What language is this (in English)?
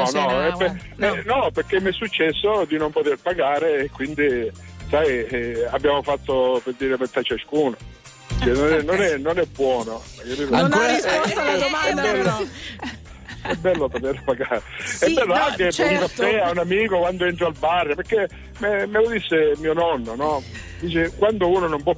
Italian